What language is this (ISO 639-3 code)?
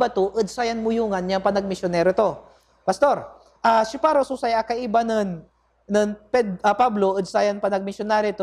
pag